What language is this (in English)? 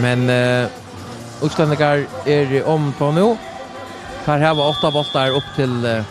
Faroese